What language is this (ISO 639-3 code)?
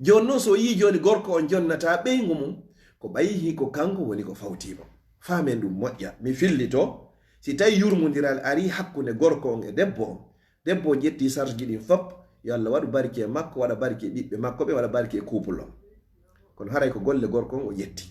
ful